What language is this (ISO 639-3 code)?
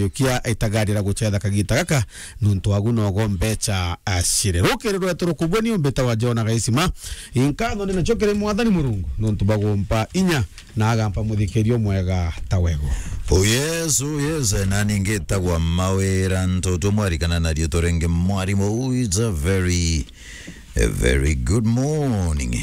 mer